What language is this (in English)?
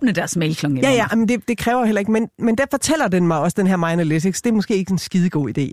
Danish